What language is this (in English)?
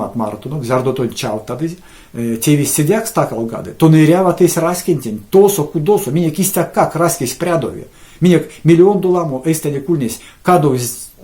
Erzya